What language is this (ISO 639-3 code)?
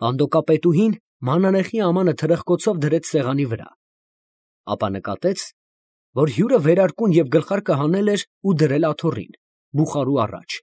hye